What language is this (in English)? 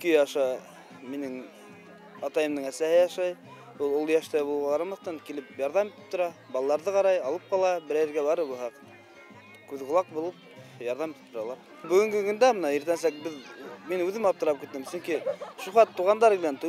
Bashkir